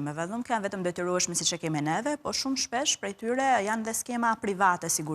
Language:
Albanian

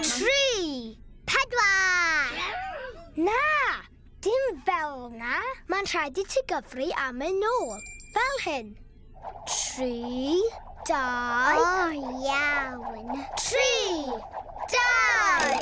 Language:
Welsh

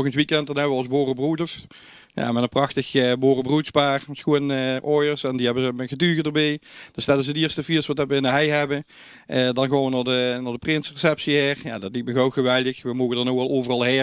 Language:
Limburgish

